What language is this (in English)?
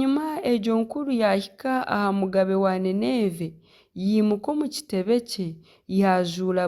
Nyankole